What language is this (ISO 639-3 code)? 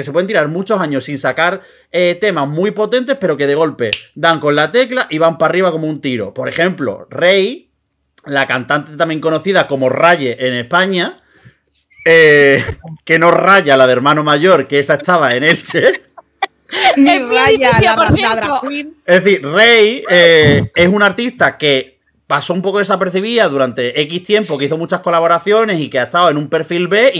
spa